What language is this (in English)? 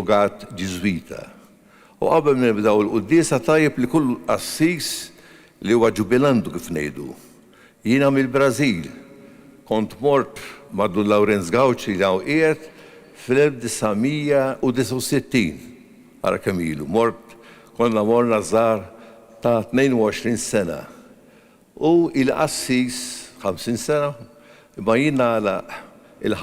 Maltese